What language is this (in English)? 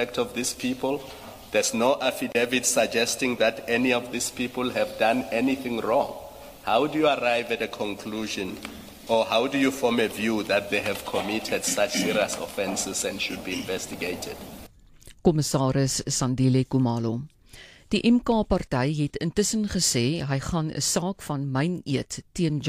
Afrikaans